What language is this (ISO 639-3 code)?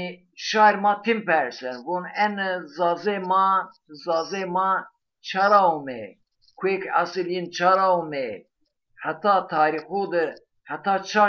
zza